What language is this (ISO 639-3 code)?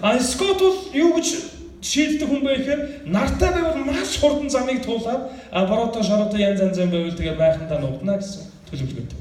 mon